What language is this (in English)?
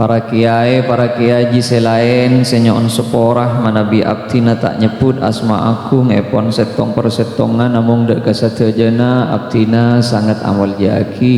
Madurese